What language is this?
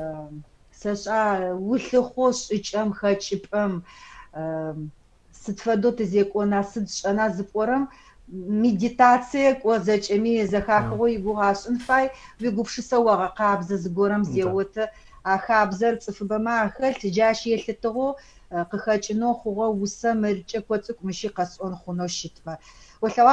Adyghe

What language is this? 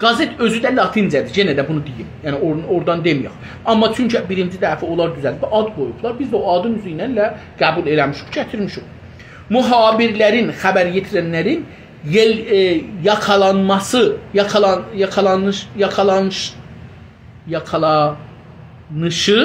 South Azerbaijani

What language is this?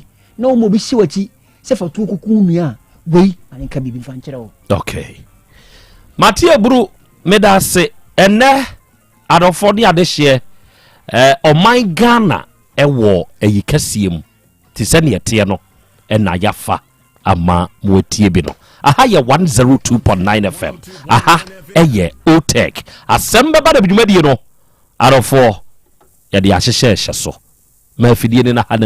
Akan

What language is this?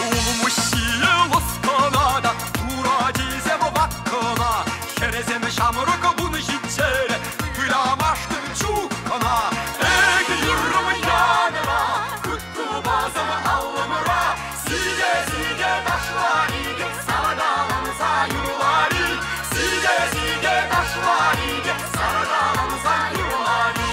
Chuvash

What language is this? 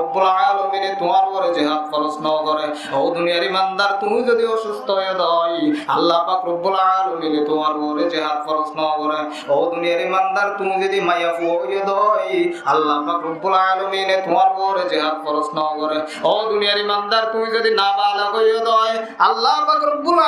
Rohingya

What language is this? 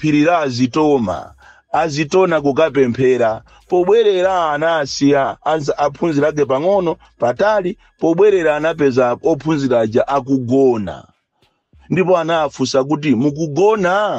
Nyanja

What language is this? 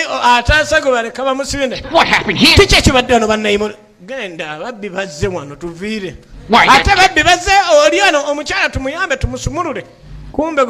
Ganda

